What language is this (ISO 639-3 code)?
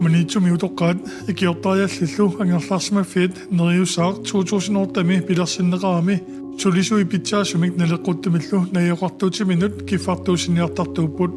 kal